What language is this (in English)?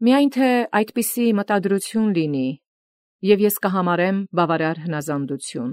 Armenian